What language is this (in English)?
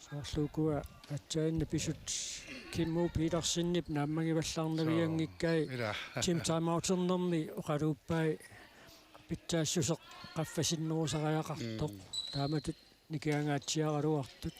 Kalaallisut